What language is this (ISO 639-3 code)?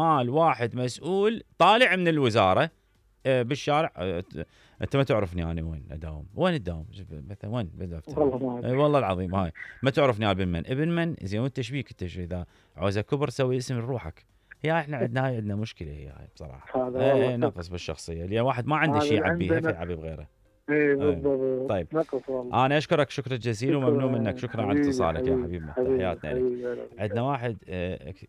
acm